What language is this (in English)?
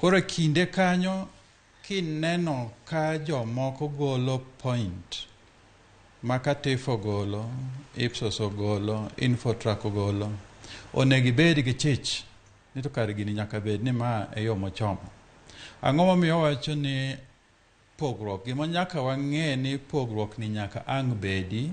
Luo (Kenya and Tanzania)